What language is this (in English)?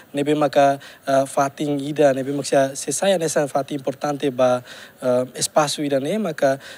Tetum